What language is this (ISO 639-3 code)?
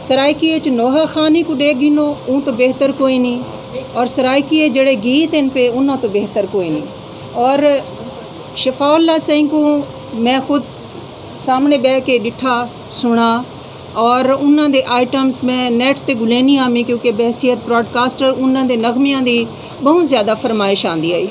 skr